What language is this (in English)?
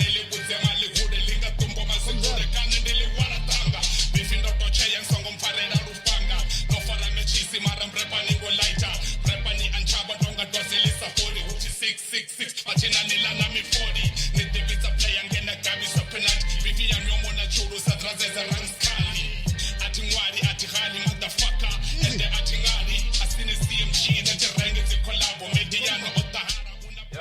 Venda